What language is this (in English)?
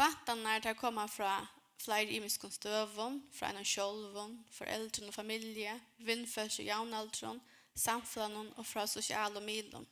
Faroese